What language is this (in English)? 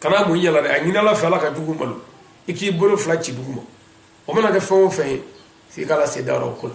Bambara